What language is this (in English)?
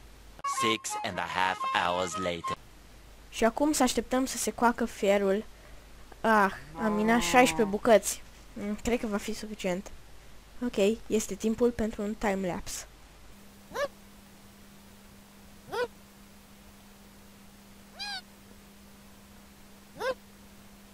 Romanian